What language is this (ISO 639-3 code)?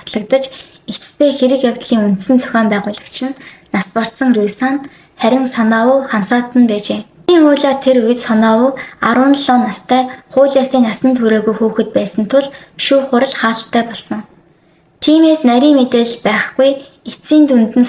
mon